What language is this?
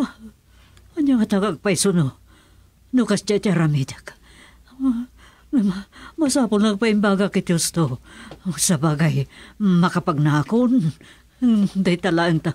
Iloko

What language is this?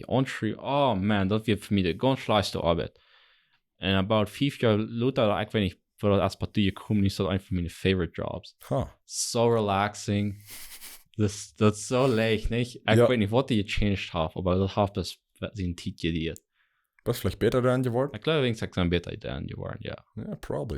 Plautdietsch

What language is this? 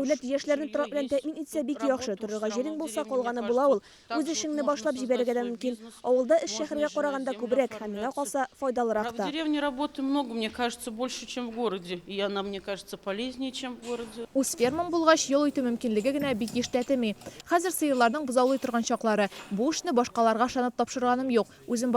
Tatar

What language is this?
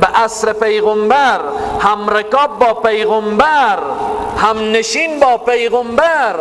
Persian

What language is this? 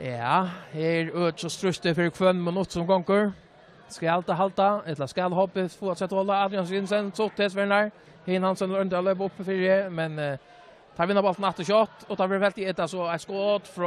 Faroese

